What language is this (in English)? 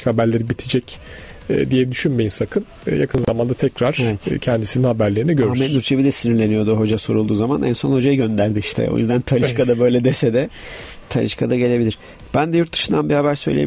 Turkish